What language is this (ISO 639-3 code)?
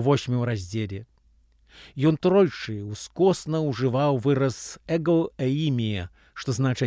bel